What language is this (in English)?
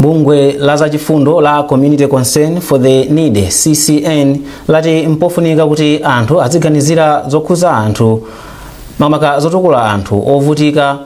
Nyanja